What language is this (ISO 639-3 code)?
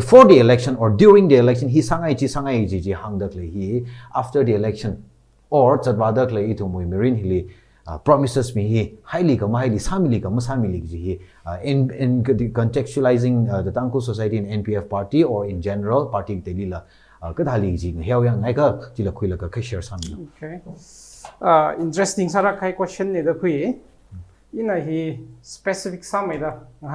nmf